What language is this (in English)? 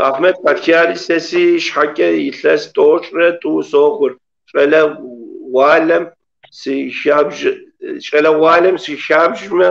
Kabardian